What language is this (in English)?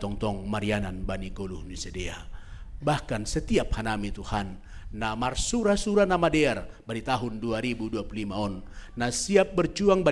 Batak Simalungun